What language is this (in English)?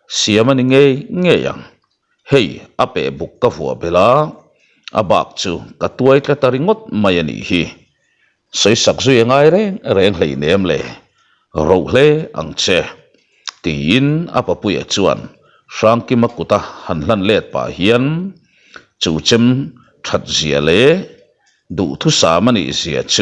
Mizo